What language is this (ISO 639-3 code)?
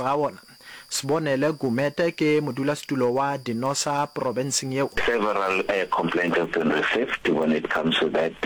nso